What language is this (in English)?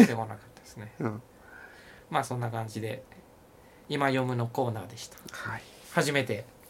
Japanese